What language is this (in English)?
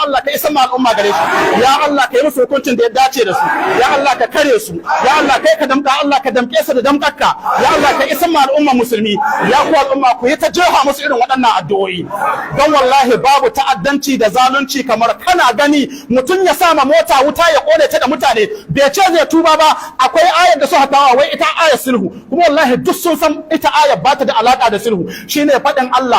Hausa